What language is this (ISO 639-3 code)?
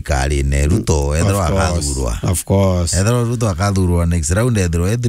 mer